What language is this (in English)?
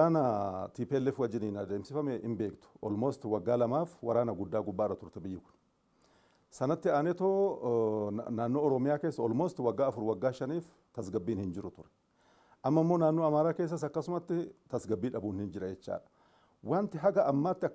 Oromo